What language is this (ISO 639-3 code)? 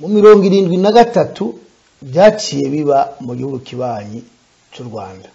run